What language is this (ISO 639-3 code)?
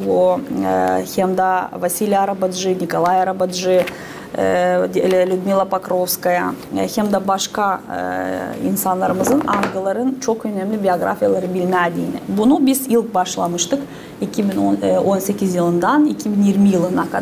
gag